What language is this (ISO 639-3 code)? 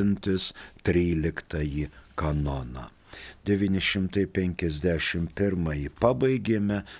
lit